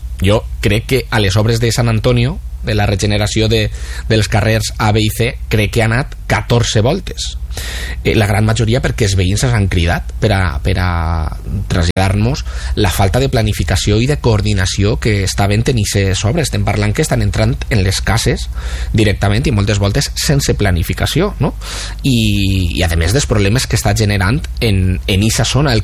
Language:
Catalan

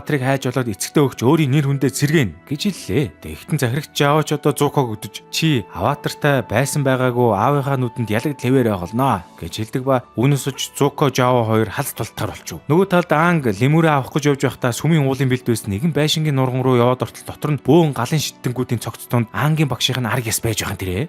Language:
Mongolian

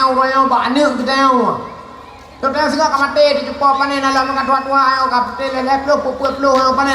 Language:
Achinese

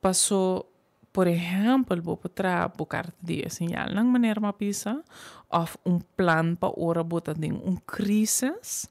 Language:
Papiamento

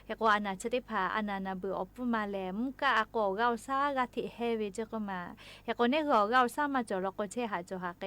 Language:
Lahu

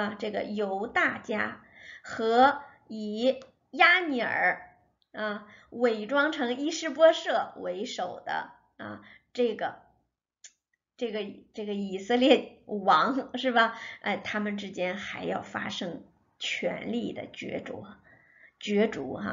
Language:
Chinese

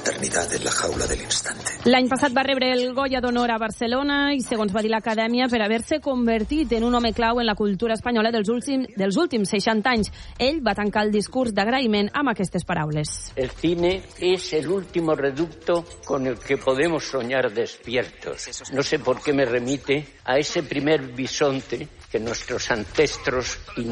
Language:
Catalan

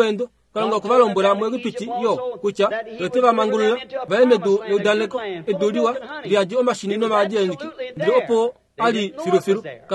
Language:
Kuanyama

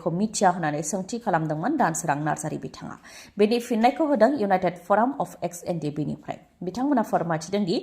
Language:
Bodo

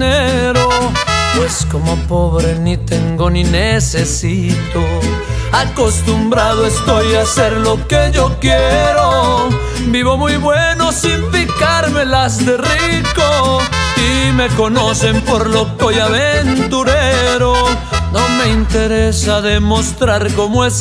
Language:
Spanish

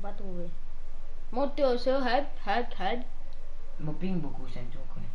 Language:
Morisyen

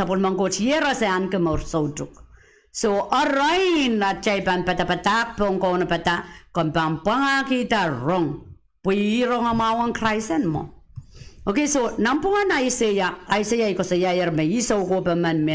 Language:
Pohnpeian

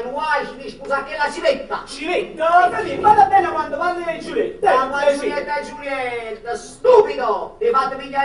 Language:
Neapolitan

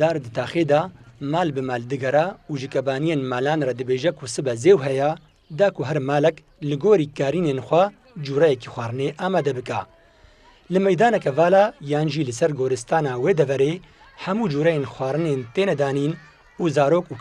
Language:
Kurdish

